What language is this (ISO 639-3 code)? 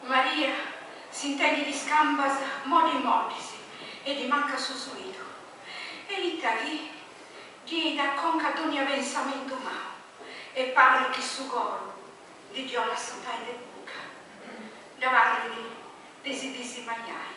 srd